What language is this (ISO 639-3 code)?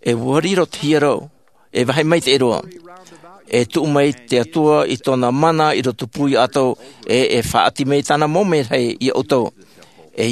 tah